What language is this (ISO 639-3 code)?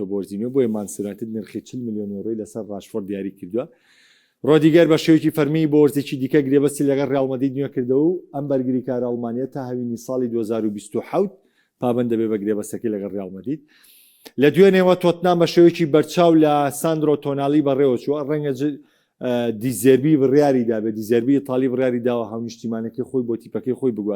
ckb